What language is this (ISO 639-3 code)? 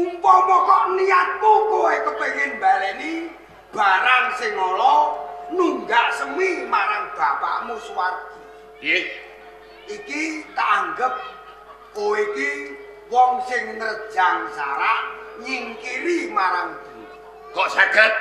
jav